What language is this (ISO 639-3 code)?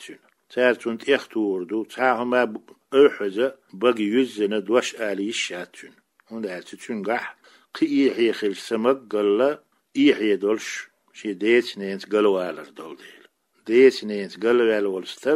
che